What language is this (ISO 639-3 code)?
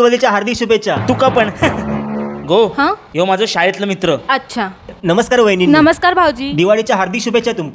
kok